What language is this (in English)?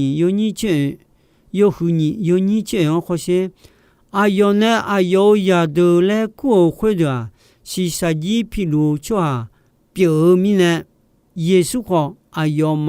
Akha